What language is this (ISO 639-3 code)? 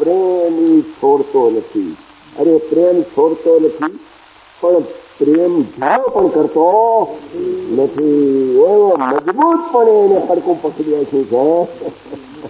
guj